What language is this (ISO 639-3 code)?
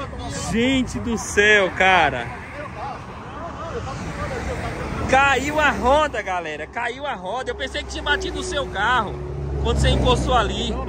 por